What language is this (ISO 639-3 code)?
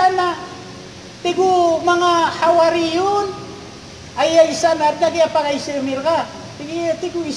mrw